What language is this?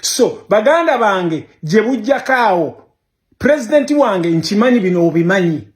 Ganda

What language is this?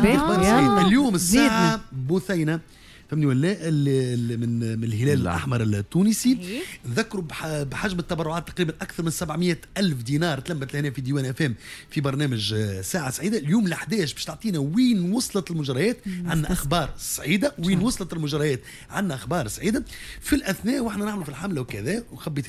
Tunisian Arabic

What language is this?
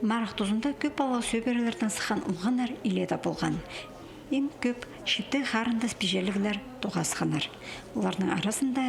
Khakas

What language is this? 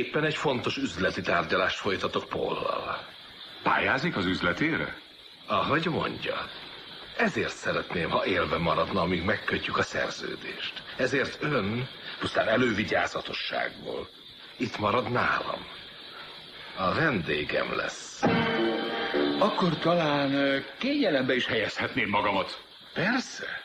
Hungarian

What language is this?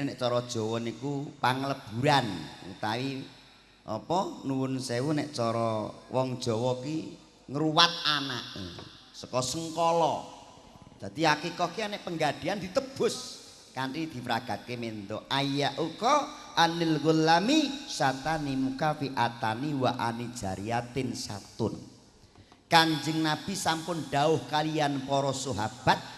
Javanese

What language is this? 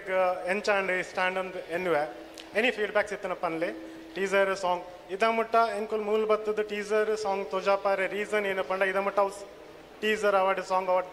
Tulu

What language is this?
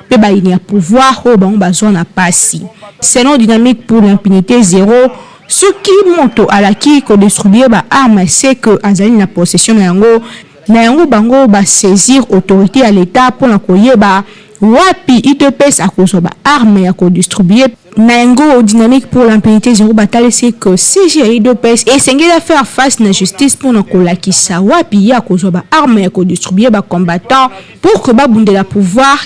Lingala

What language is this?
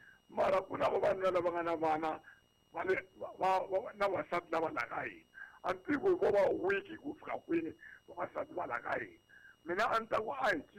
Tsonga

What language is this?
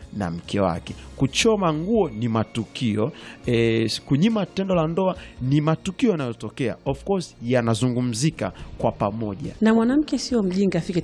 Swahili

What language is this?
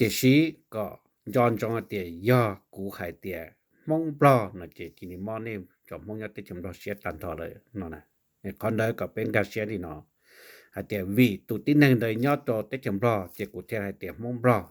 Hmong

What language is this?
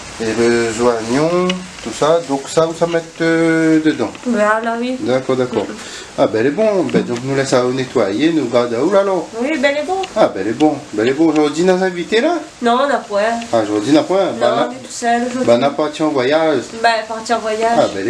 Réunion Creole French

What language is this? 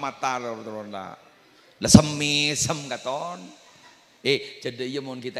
Madurese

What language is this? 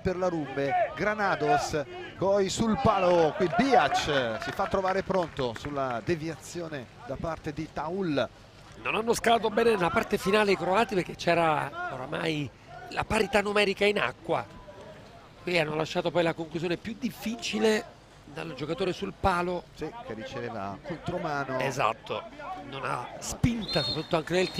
Italian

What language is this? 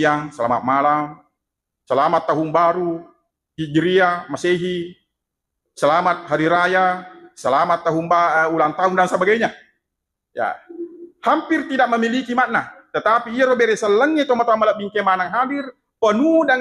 Buginese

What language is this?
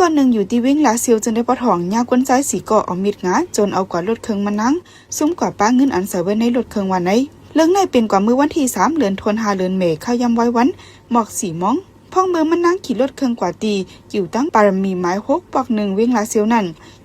Shan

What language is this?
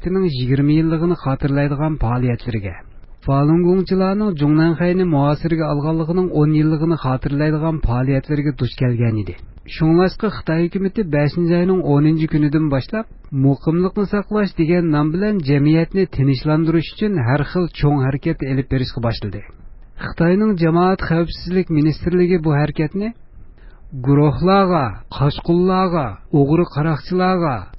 Uyghur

